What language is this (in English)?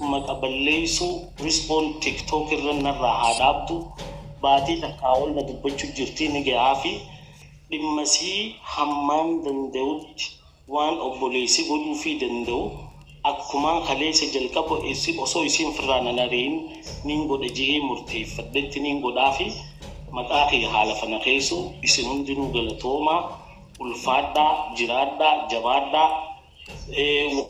Oromo